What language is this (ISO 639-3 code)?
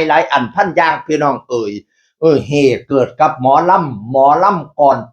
tts